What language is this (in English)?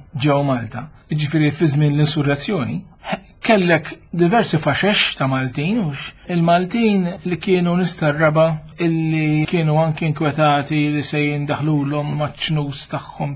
Maltese